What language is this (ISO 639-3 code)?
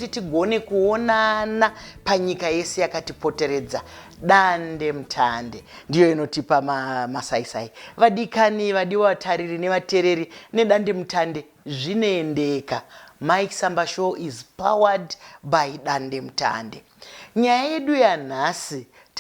sna